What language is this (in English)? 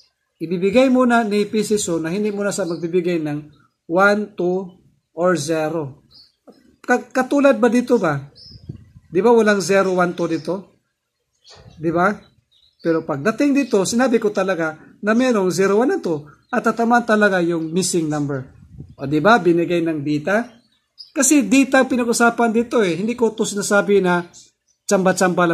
Filipino